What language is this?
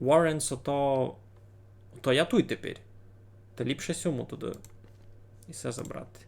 Rusyn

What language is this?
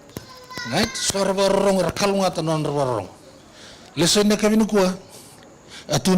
Fijian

